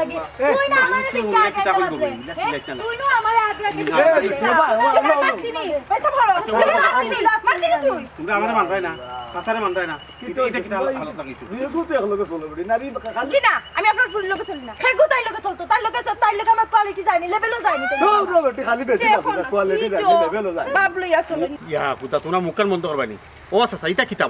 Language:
Sylheti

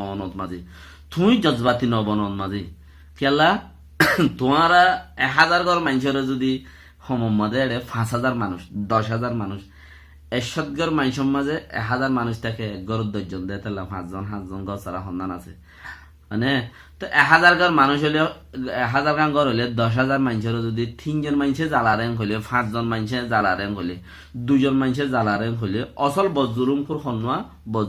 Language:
Rohingya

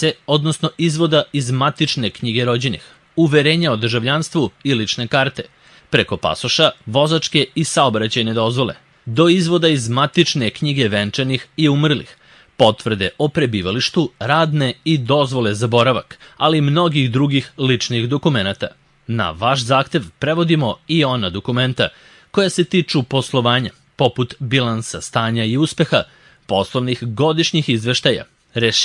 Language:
Serbian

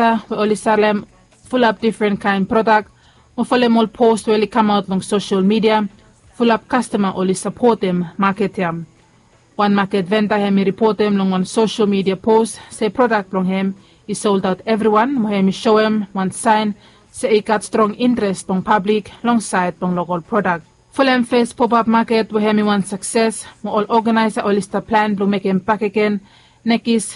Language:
Bislama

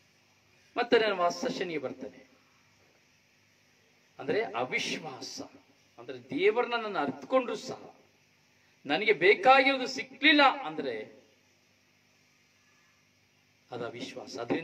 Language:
Kannada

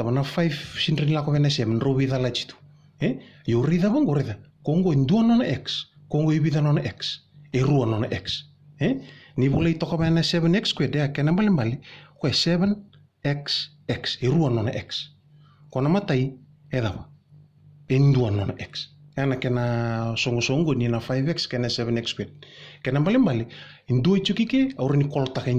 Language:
Fijian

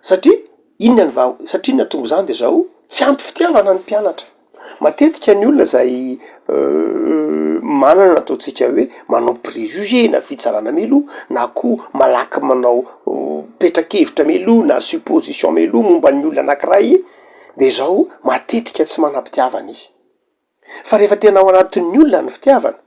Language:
Malagasy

